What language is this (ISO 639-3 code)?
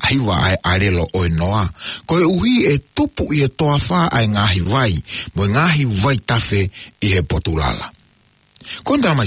ton